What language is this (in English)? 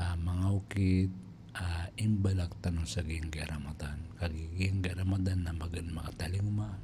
Maranao